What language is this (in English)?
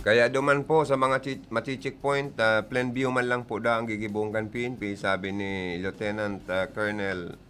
Bikol